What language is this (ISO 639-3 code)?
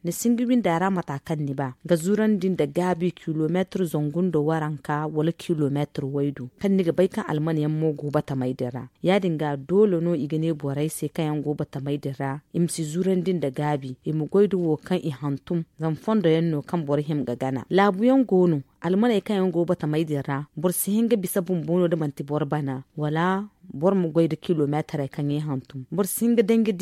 dje